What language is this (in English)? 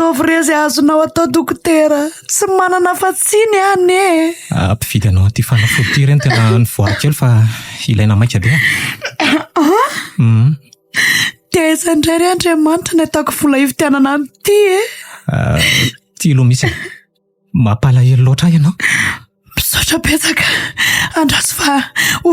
Malagasy